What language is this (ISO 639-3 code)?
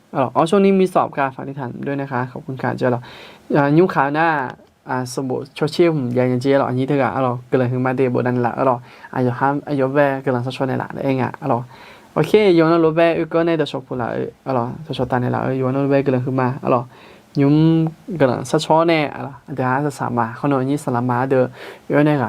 ahk